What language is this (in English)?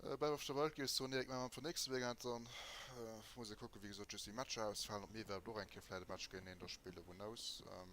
Luxembourgish